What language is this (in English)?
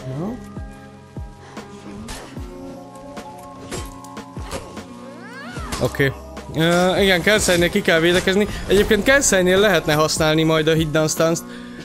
Hungarian